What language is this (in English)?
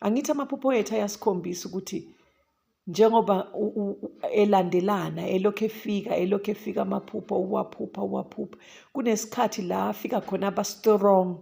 Zulu